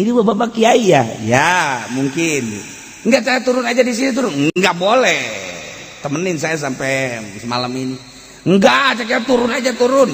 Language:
Sundanese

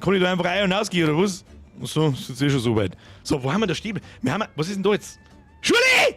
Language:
Bavarian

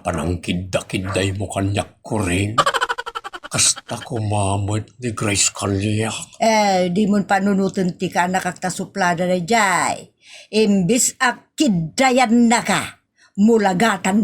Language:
Iloko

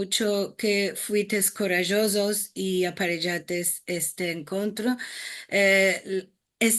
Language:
Ladino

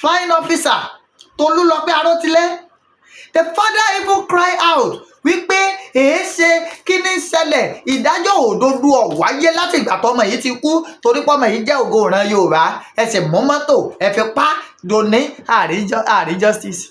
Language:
Yoruba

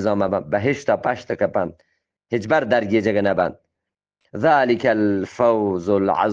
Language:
Eastern Balochi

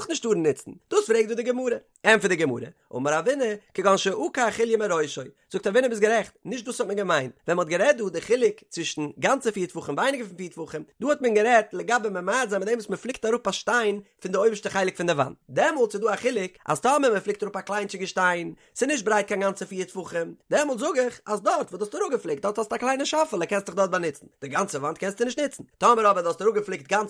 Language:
Yiddish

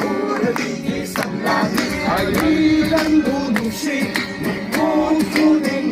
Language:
Manipuri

